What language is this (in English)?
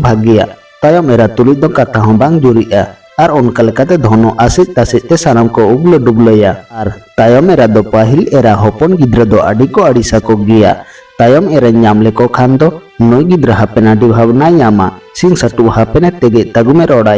Santali